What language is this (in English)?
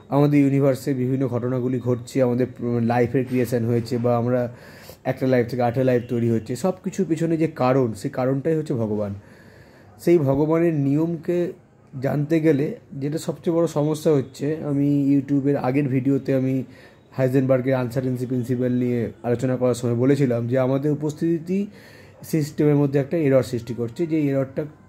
Bangla